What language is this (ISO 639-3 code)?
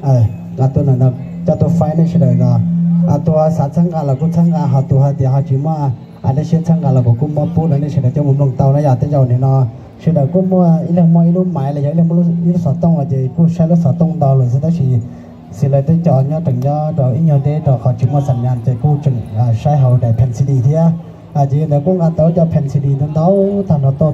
hmn